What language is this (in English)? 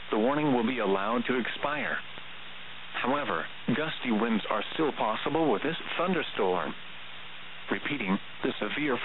English